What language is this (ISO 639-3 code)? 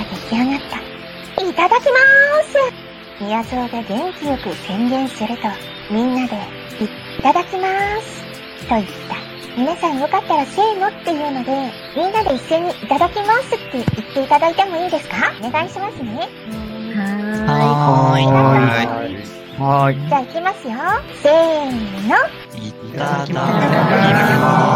jpn